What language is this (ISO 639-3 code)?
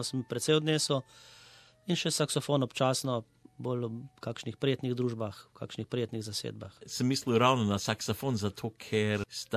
slv